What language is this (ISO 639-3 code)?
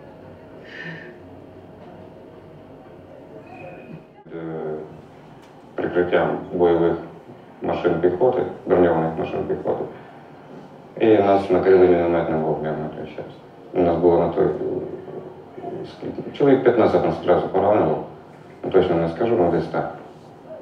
ukr